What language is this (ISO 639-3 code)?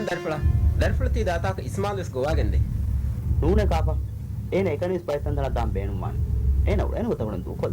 div